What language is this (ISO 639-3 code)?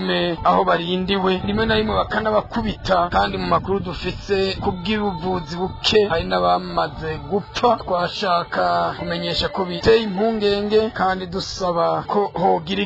run